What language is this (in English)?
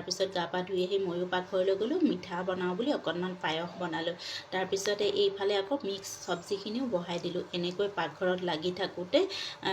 Assamese